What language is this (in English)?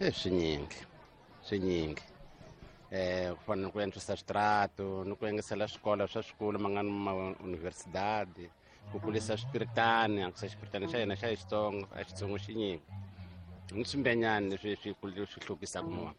Tsonga